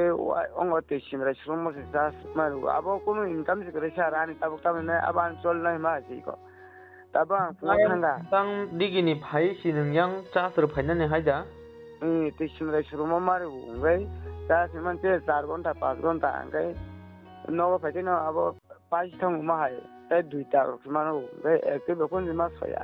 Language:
Kok Borok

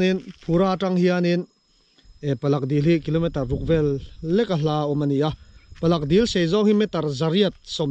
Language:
Mizo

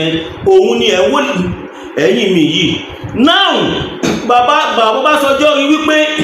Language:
Yoruba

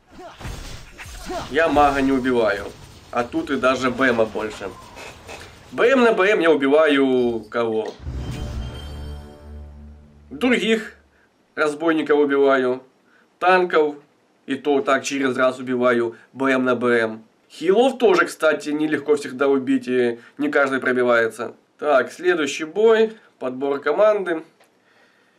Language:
Russian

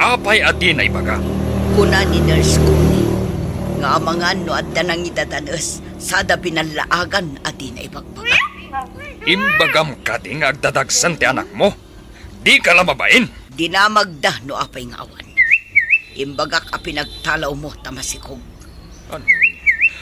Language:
Iloko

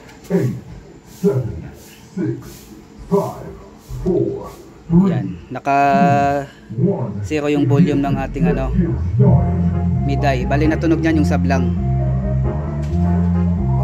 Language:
Filipino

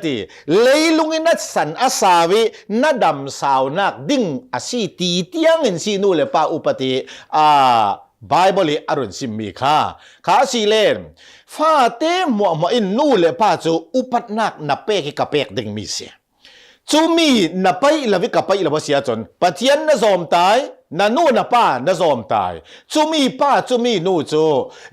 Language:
Hakha Chin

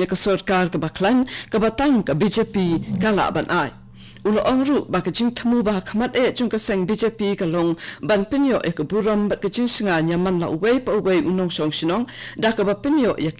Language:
Khasi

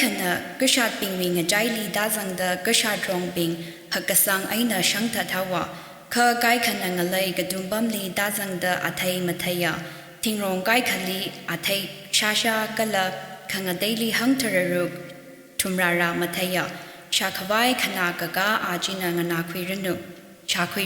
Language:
Tangkhul Naga (India)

